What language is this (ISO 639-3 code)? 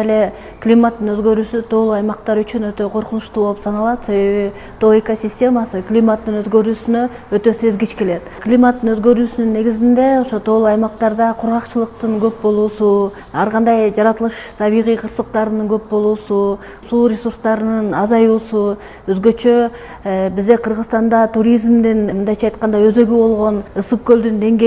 kir